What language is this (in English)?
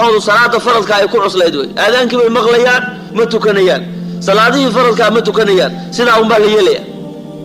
Somali